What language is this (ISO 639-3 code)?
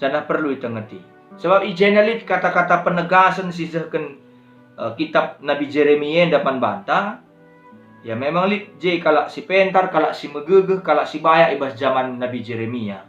btx